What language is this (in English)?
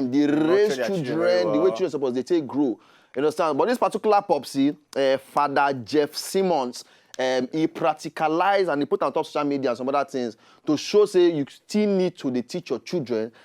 Nigerian Pidgin